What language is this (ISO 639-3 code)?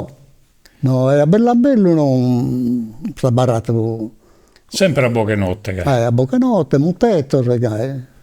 srd